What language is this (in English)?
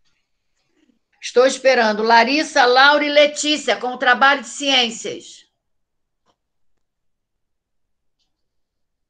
Portuguese